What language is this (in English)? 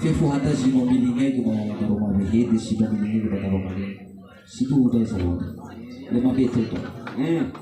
Nias